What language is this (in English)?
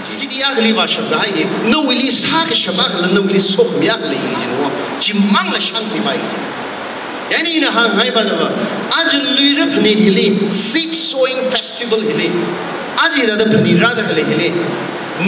Tangkhul Naga (India)